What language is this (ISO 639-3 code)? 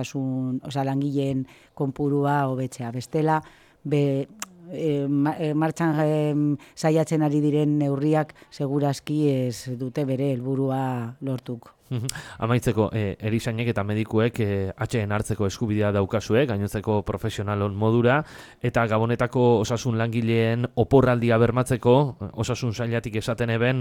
eus